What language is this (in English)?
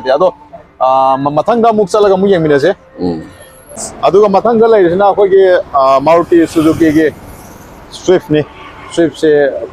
Manipuri